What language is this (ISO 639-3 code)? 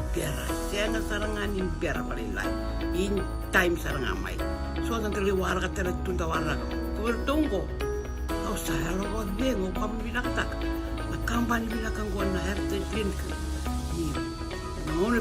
fij